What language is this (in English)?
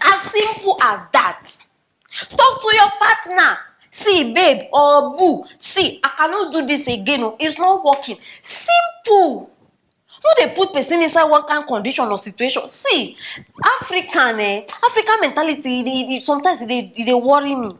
Nigerian Pidgin